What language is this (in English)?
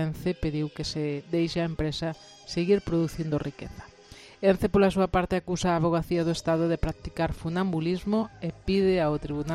Galician